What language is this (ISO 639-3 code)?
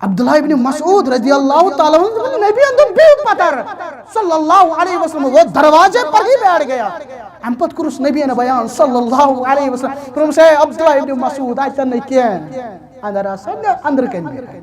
kas